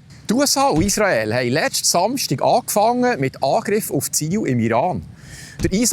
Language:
Swiss German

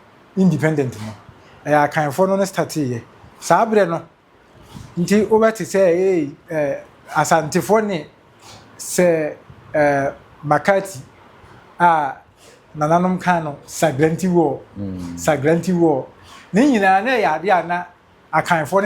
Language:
Akan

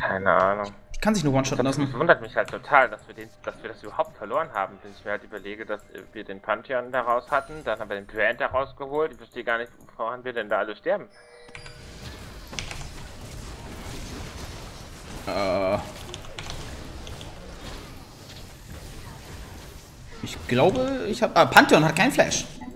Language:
German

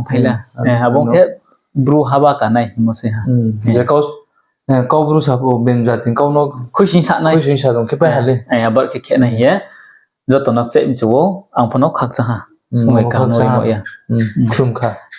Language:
Riang (India)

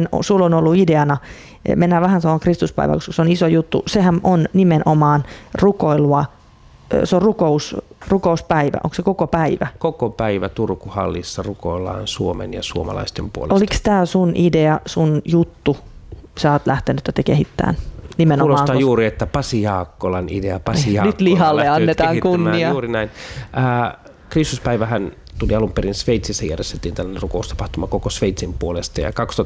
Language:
Finnish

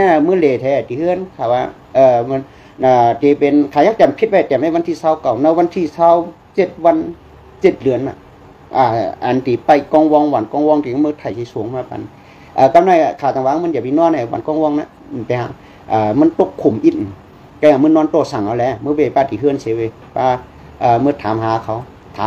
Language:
Shan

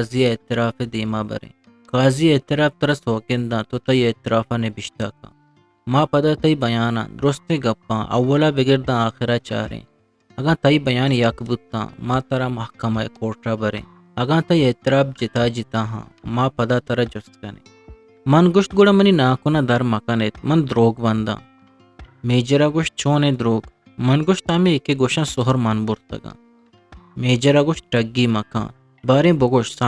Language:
Eastern Balochi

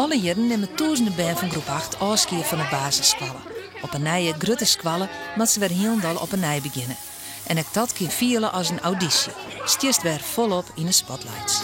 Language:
Western Frisian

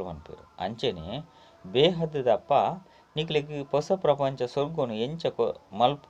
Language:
Tulu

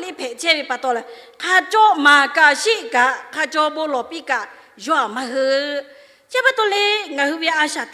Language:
Lahu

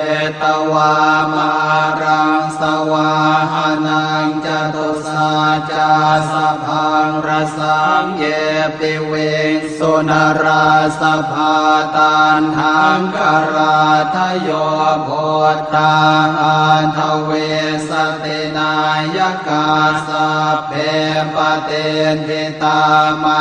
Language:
Pali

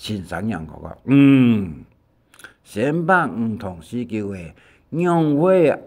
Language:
Hakka Chinese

